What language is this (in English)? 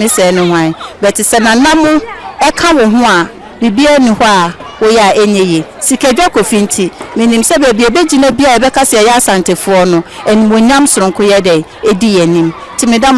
Akan